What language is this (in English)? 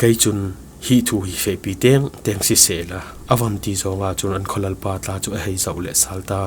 Falam Chin